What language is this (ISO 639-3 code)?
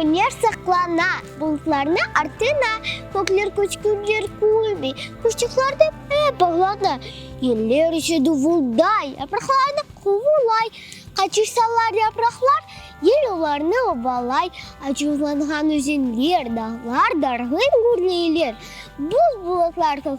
crh